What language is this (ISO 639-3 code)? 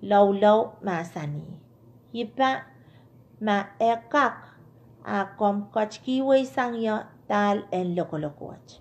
pon